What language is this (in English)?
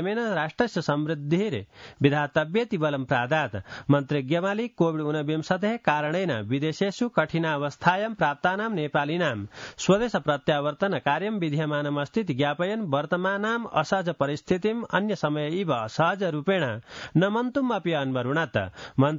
Sanskrit